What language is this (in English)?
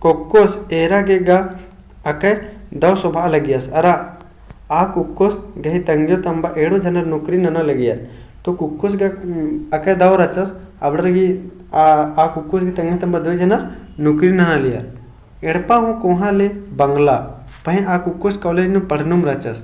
Kurukh